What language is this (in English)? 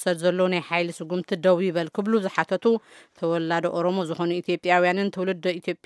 Tigrinya